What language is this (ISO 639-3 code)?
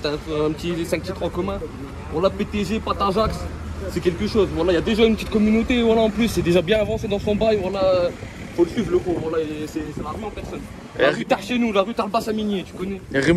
fra